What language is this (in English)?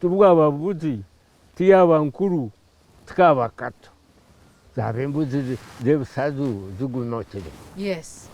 Nyankole